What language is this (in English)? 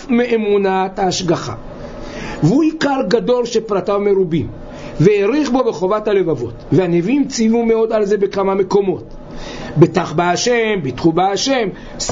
Hebrew